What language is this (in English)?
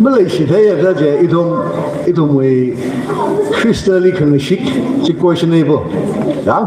Tangkhul Naga (India)